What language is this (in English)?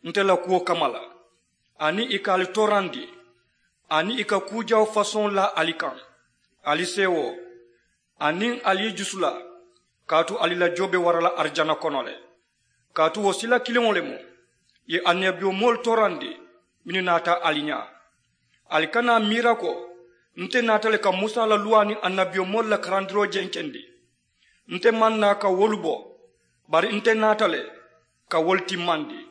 Mandingo